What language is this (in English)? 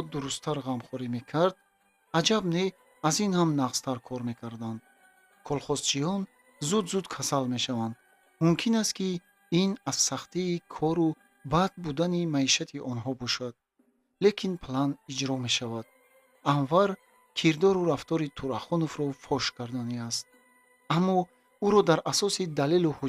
Tajik